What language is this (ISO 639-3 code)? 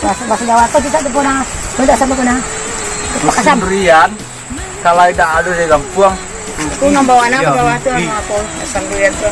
min